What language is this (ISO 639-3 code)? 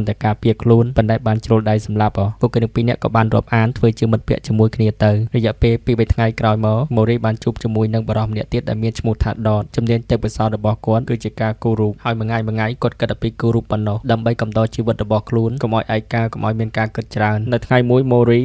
khm